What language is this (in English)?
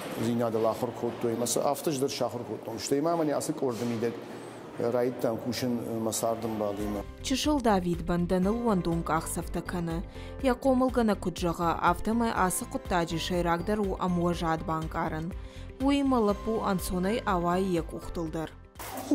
Ossetic